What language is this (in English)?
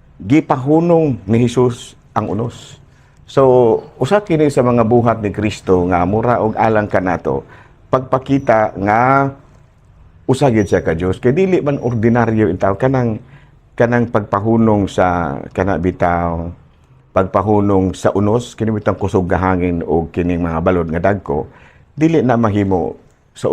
Cebuano